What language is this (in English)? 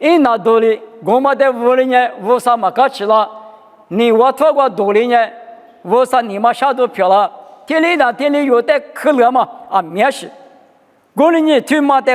Lisu